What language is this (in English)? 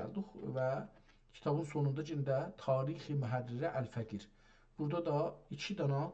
South Azerbaijani